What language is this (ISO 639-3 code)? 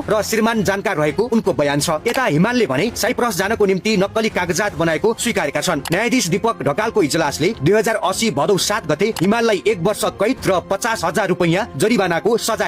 nep